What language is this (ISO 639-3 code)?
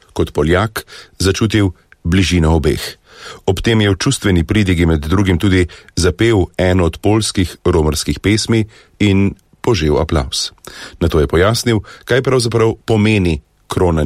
slv